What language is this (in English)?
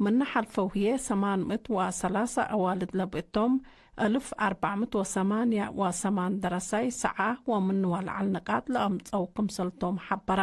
Tigre